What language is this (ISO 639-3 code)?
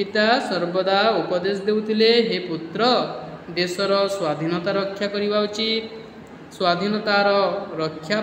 ori